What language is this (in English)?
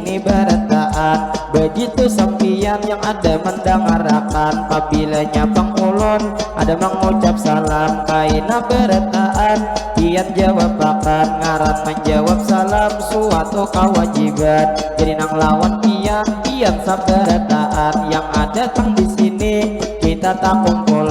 Banjar